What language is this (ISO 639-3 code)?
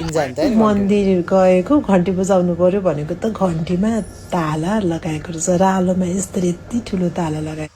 nep